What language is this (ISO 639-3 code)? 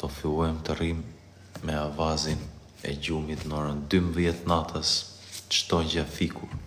sqi